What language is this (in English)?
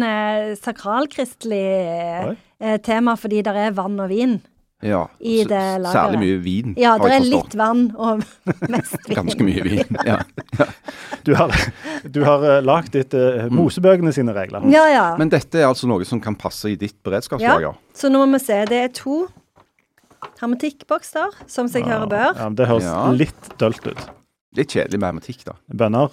Norwegian